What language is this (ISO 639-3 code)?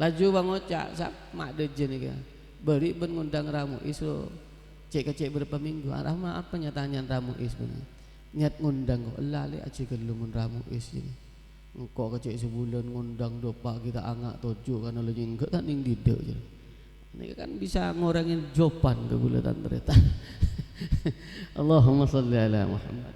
mad